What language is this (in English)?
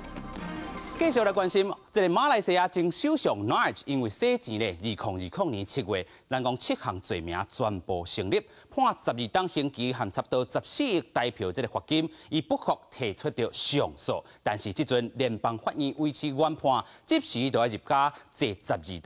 Min Nan Chinese